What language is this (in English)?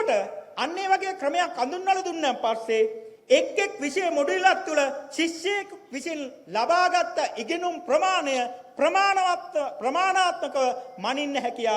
Sinhala